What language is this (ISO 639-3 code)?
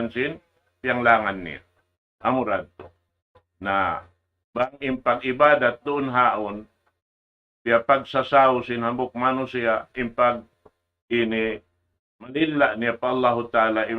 tsg